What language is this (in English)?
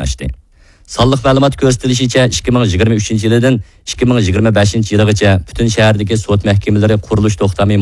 Uyghur